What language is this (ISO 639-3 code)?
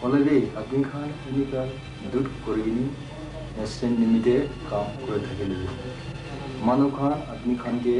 nag